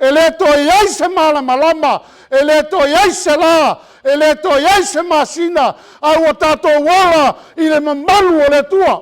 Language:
Samoan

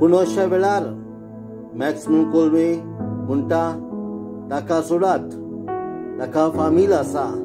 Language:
Konkani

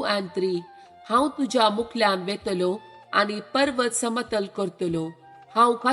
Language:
Konkani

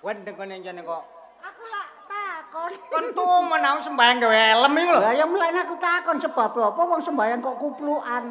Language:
Javanese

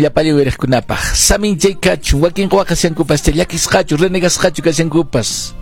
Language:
Quechua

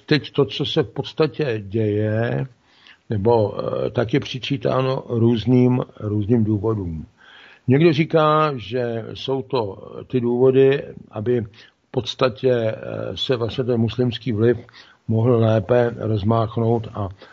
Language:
Czech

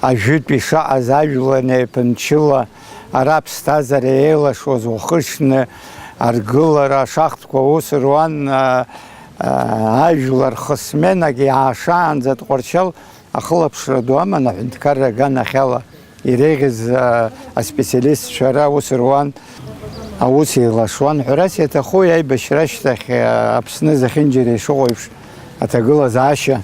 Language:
Abkhazian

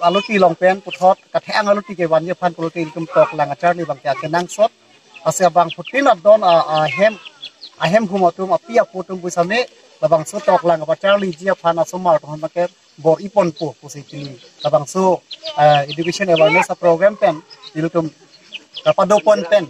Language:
Karbi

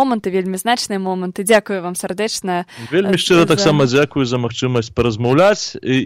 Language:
Belarusian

